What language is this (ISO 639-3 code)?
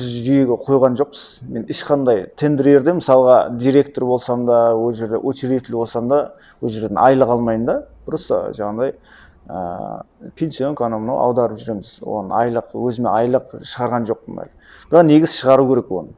kaz